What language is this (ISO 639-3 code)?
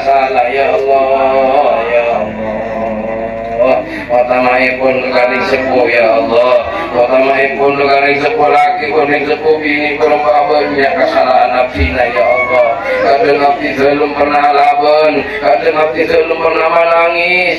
mad